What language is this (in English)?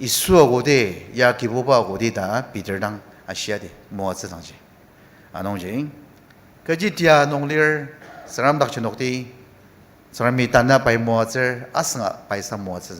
Ao Naga